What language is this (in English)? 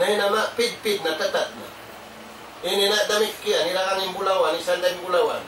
Tausug